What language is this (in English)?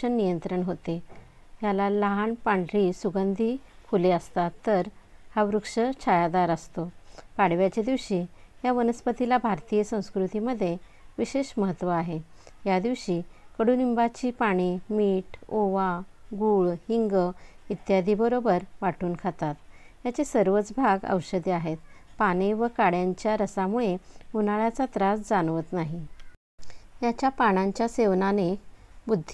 Marathi